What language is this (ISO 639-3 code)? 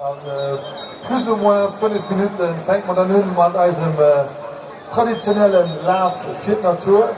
ltz